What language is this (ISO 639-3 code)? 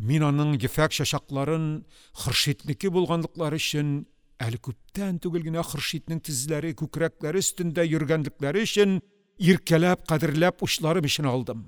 tat